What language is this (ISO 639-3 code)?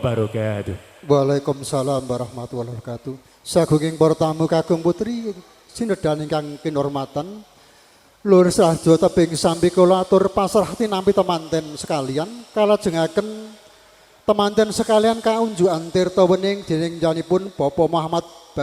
jav